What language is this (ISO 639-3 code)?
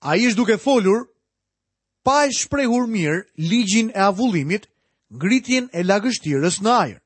sqi